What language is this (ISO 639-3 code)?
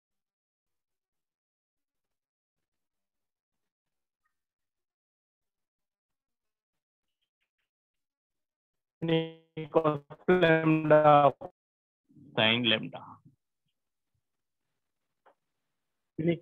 tam